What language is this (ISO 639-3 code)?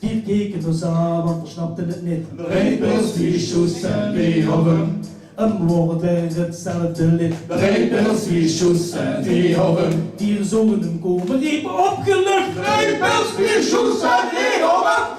lim